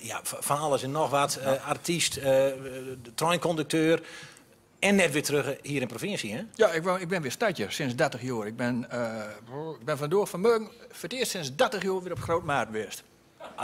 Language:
Gronings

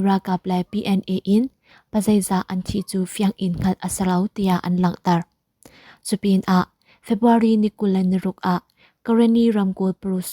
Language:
Hakha Chin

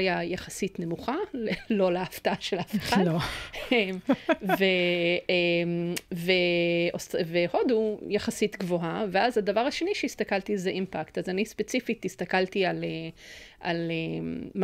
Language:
Hebrew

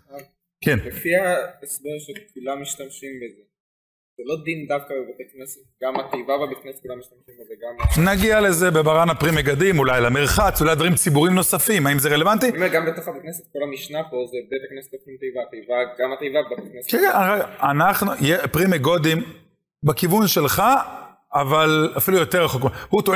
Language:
Hebrew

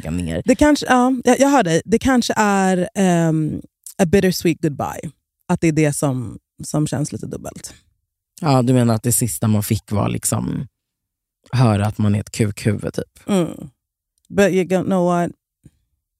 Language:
Swedish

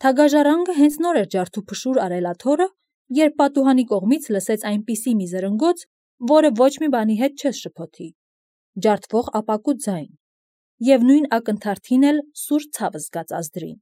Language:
Armenian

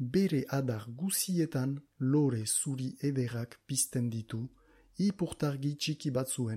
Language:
Basque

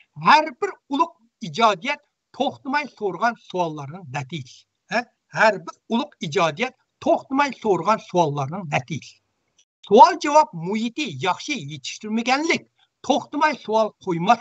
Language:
Uyghur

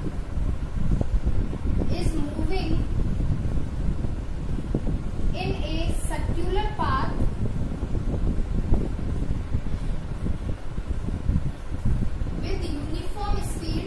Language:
Hindi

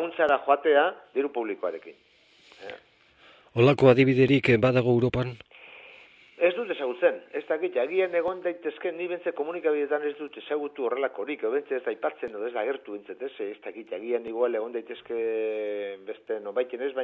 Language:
Basque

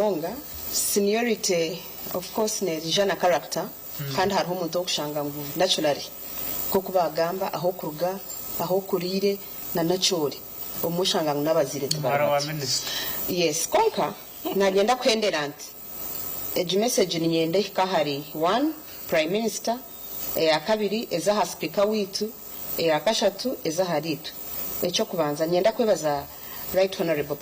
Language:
Nyankole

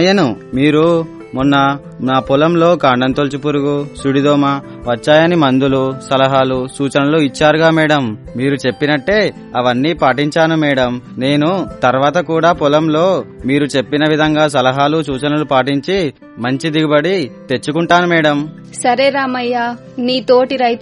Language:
Telugu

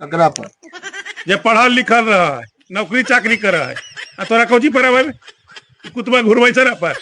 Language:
Magahi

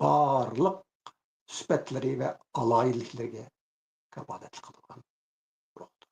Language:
Uyghur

